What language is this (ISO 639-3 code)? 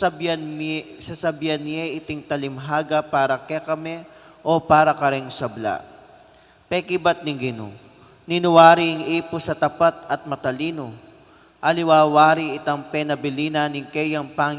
pam